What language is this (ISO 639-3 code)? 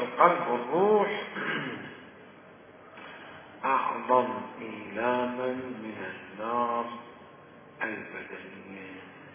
ara